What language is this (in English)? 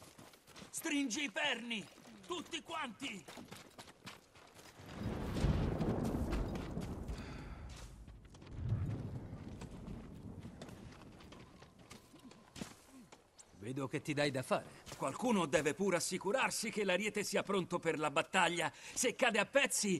Italian